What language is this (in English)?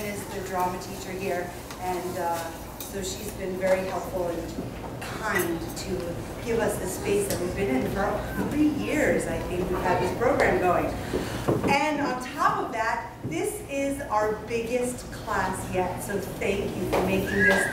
English